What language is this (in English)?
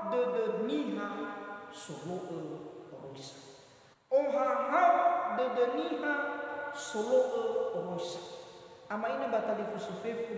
Nias